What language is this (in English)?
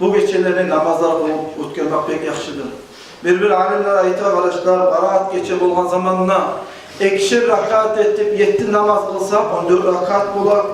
Kumyk